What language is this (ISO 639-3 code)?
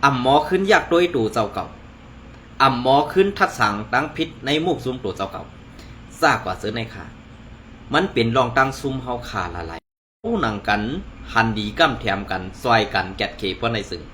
shn